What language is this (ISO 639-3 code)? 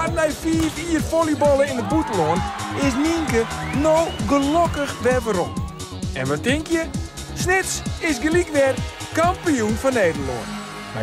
fry